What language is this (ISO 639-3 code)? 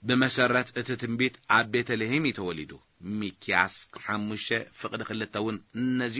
tir